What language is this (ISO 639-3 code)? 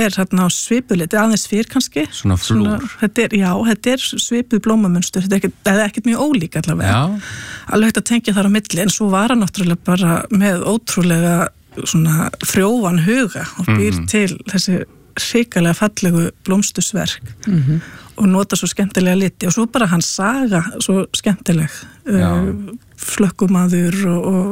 isl